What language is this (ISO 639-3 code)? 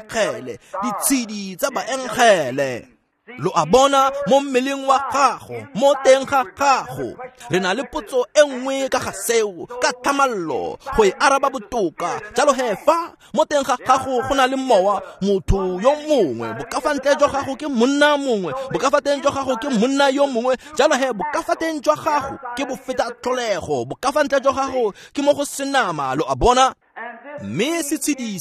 tsn